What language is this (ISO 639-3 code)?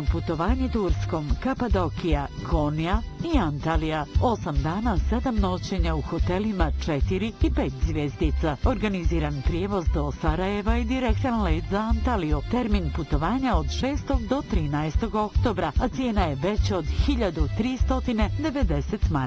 bos